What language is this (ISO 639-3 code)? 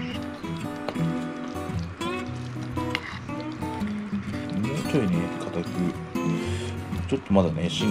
jpn